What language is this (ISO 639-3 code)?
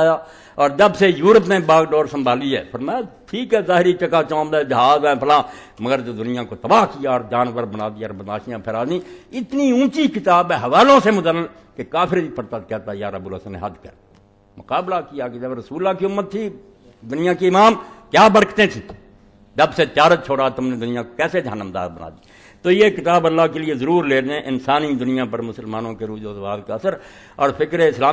urd